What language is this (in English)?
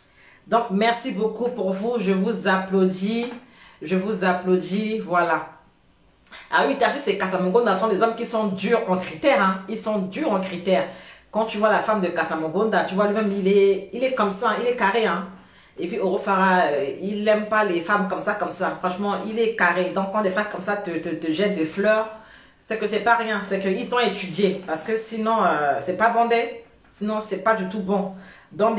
French